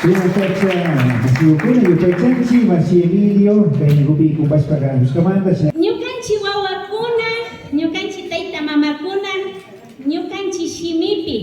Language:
Imbabura Highland Quichua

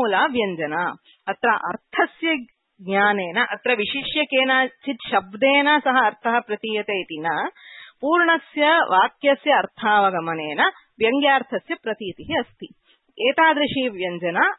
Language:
Sanskrit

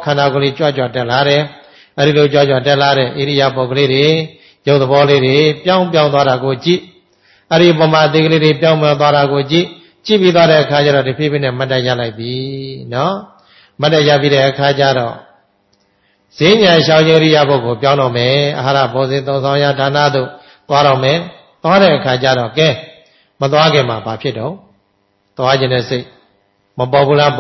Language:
Burmese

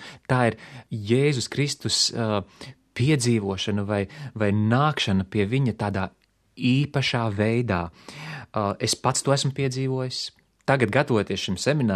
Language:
Latvian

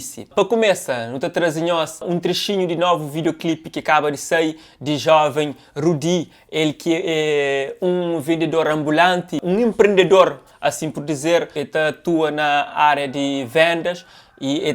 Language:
Kabuverdianu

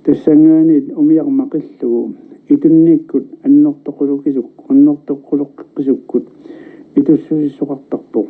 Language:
Kalaallisut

